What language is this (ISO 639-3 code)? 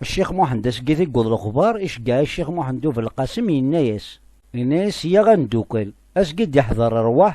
kab